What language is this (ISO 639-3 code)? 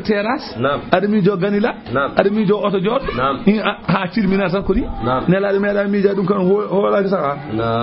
ful